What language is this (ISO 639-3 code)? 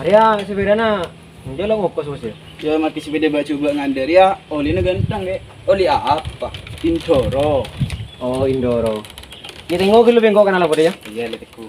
mad